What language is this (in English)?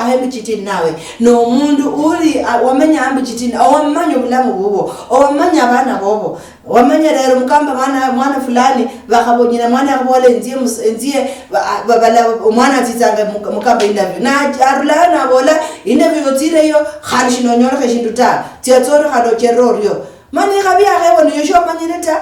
Luyia